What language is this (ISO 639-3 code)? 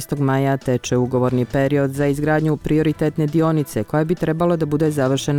bos